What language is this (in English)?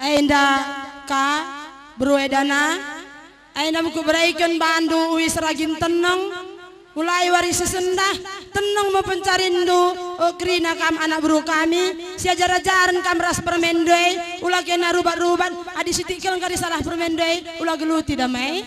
Batak Karo